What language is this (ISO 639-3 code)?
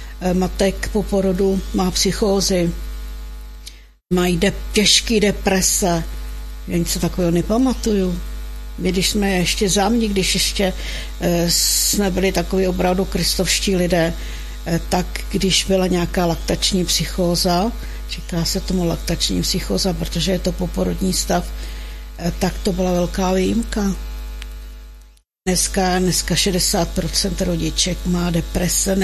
ces